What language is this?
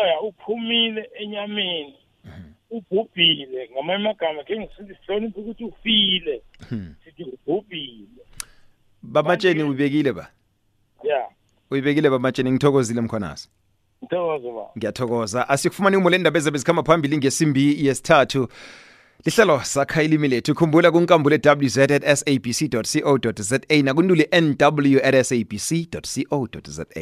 South Ndebele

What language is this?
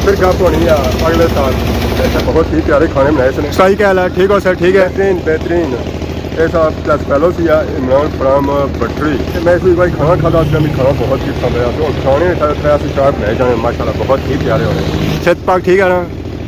Pahari-Potwari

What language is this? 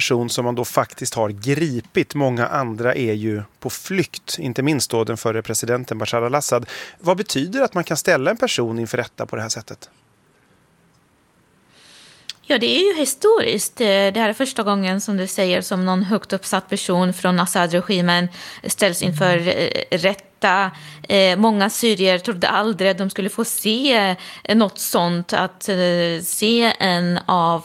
Swedish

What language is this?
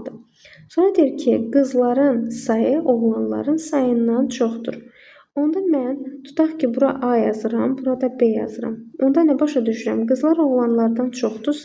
Azerbaijani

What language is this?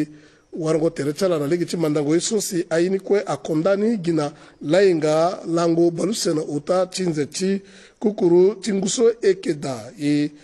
Sango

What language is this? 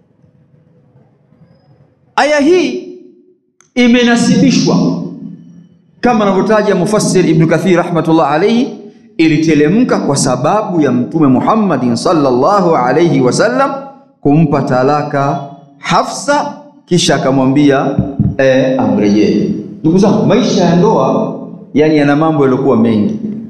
Swahili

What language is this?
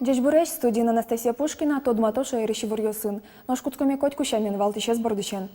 Udmurt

